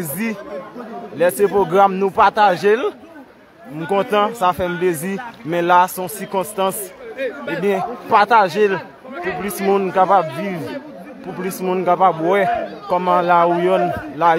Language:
Haitian Creole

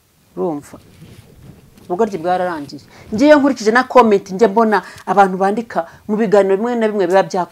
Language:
Kinyarwanda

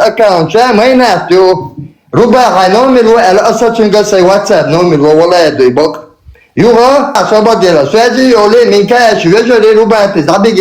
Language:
Chechen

